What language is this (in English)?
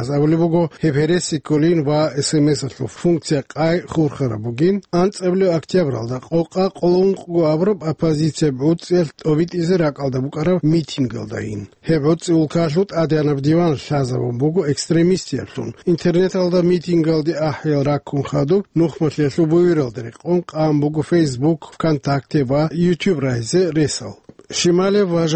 Avaric